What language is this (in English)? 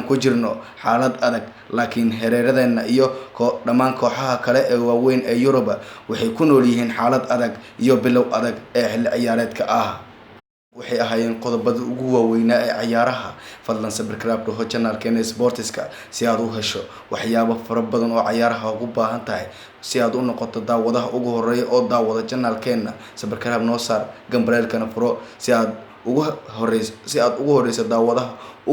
Somali